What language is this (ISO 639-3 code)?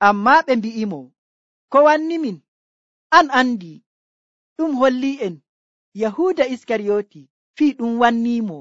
fuv